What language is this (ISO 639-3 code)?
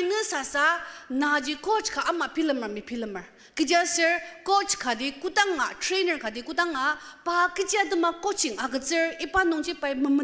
njo